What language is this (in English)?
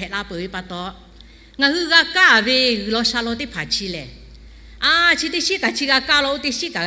Lahu